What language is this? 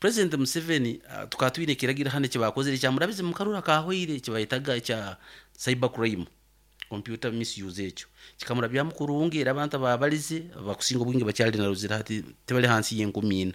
Nyankole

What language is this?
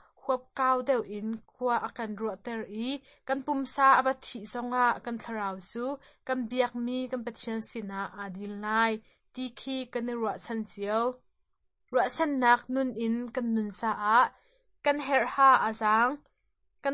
Hakha Chin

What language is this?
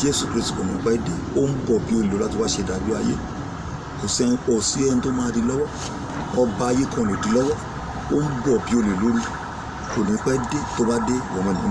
Yoruba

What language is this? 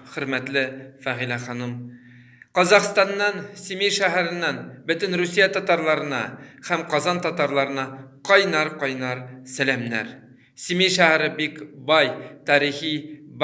Tatar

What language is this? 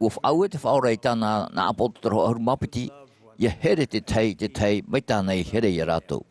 Tahitian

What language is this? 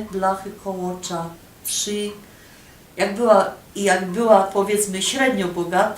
Silesian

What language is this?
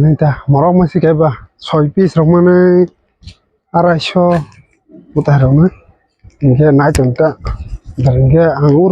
Kok Borok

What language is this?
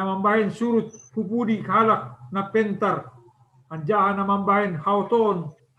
Batak Simalungun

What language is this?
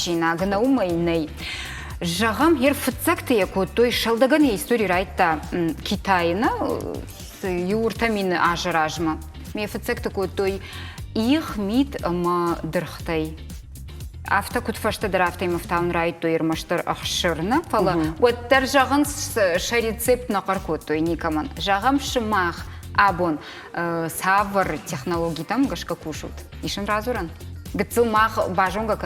Ossetic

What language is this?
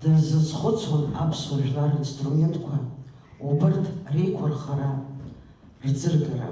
Abkhazian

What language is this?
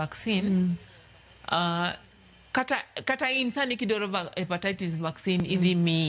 Luo (Kenya and Tanzania)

